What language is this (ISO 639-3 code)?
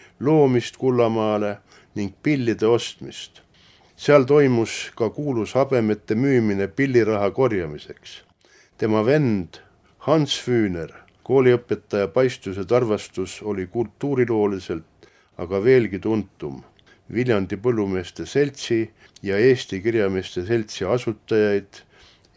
est